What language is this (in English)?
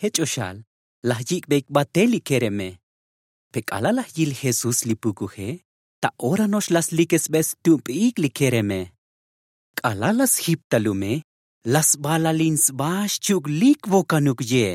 Tzotzil